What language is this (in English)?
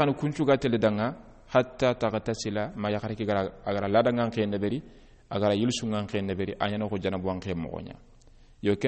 Soninke